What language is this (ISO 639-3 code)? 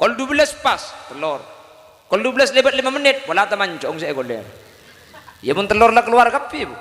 mad